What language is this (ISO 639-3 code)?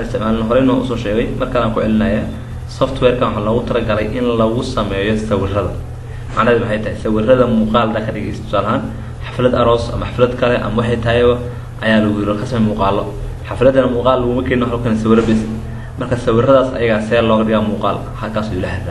som